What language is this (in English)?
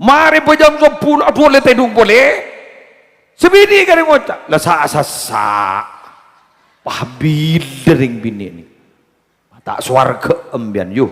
Madurese